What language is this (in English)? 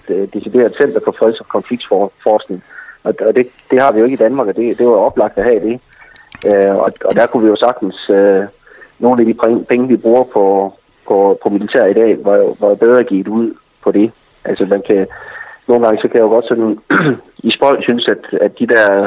Danish